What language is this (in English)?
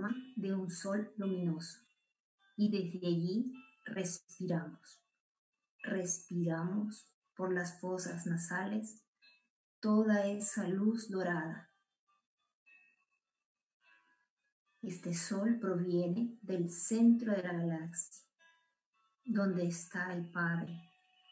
Spanish